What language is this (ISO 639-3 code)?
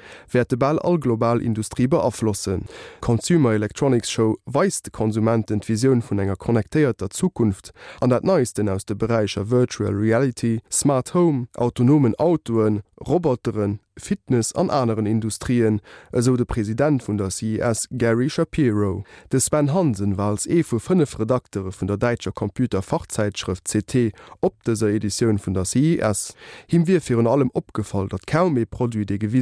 ltz